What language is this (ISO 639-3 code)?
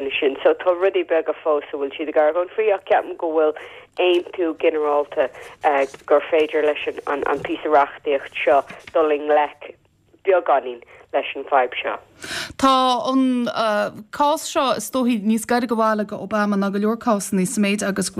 gle